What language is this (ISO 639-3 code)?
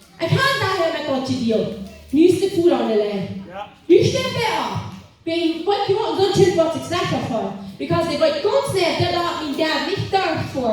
pdt